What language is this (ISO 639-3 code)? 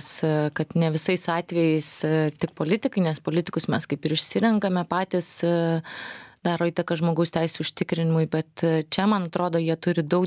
lit